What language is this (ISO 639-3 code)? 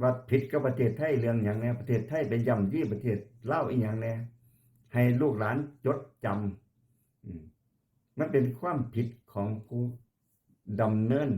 lao